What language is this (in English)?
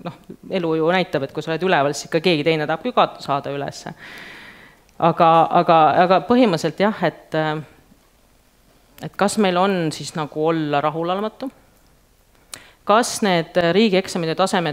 Estonian